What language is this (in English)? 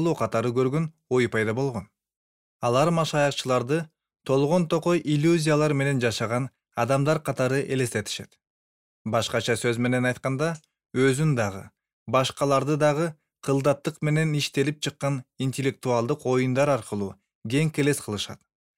Kyrgyz